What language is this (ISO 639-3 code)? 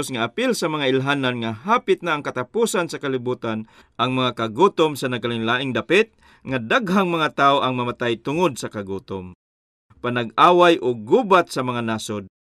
ceb